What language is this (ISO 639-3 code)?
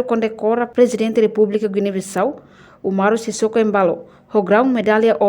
tet